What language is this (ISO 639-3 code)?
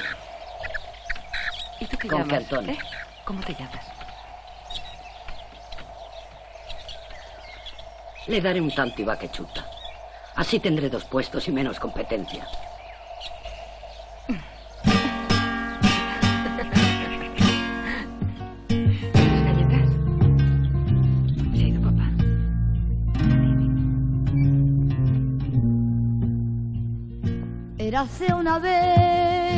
spa